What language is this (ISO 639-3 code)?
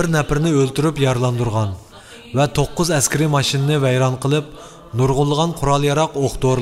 uig